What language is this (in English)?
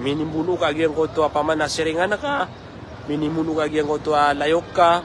Maranao